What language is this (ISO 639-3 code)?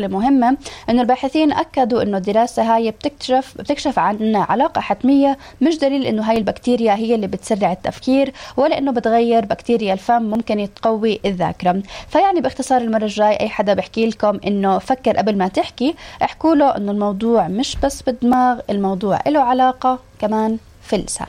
apc